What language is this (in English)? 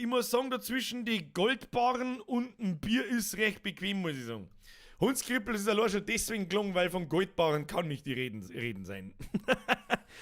Bavarian